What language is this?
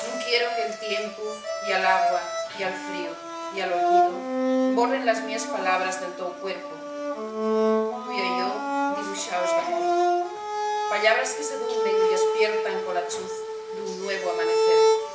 Asturian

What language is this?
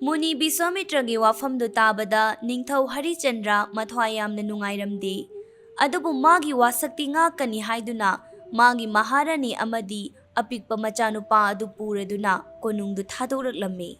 Manipuri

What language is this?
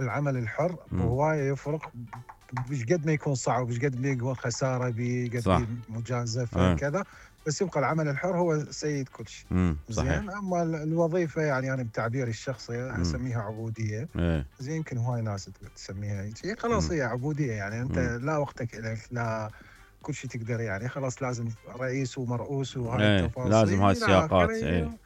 Mesopotamian Arabic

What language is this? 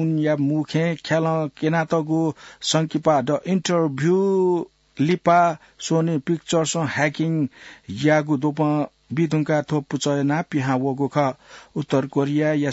Newari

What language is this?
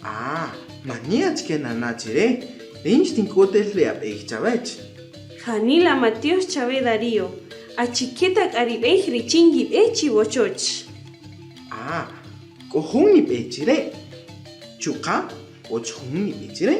Kaqchikel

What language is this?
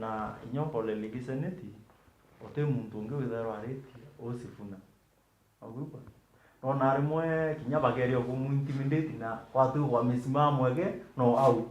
Meru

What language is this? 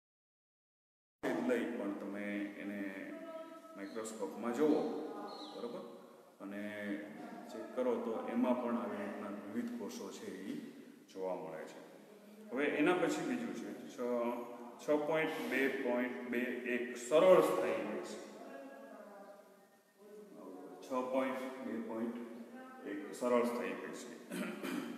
Gujarati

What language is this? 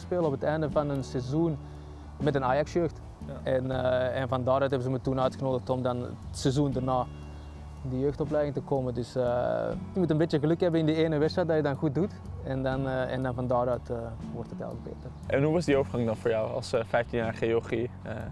Dutch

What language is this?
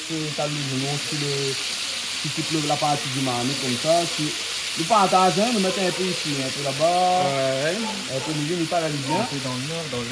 Réunion Creole French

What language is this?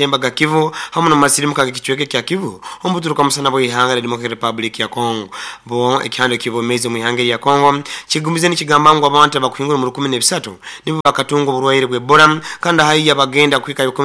Nyoro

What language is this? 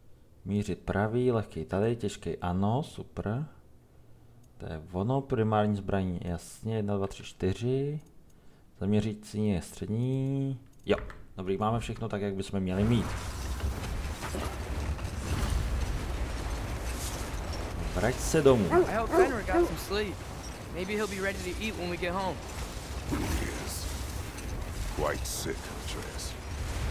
Czech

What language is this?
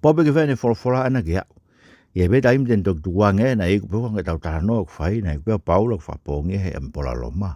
Tongan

